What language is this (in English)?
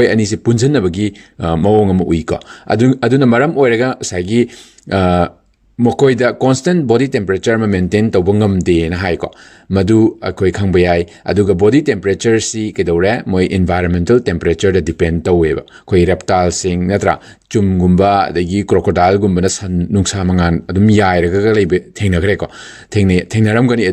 Manipuri